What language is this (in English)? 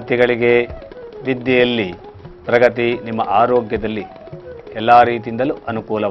Kannada